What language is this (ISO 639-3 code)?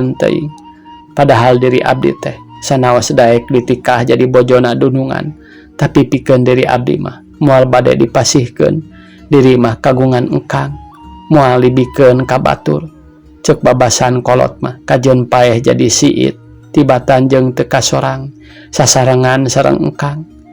sun